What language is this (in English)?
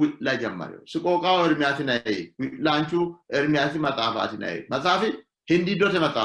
Sidamo